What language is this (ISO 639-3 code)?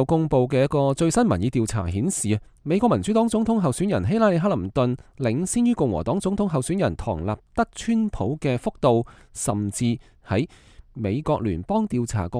yue